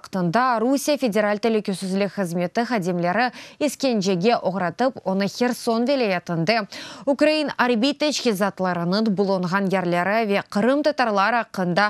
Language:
Crimean Tatar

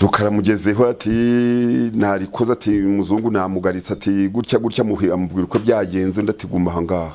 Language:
Kinyarwanda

